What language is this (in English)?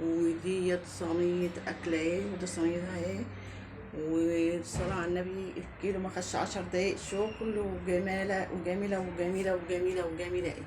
Egyptian Arabic